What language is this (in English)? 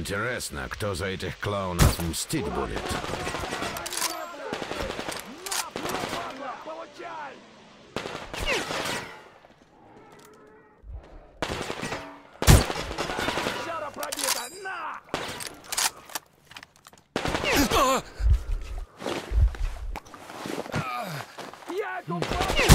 Russian